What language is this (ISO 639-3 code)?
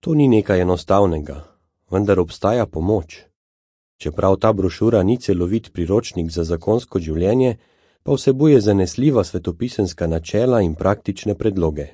slv